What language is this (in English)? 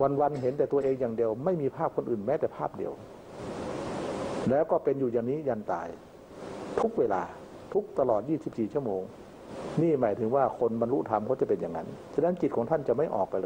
Thai